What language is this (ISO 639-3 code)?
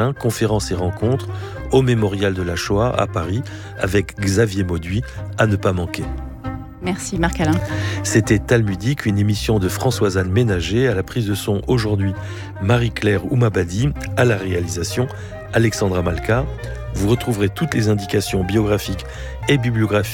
fra